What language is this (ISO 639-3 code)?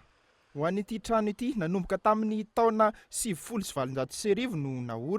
mlg